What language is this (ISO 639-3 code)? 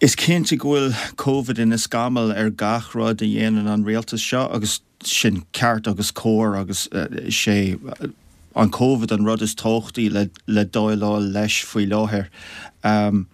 gle